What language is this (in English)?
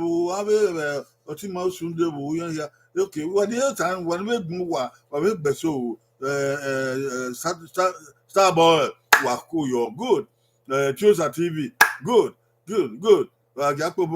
Bini